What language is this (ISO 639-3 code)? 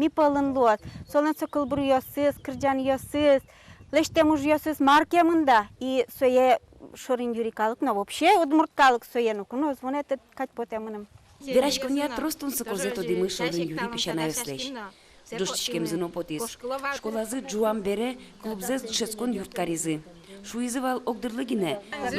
udm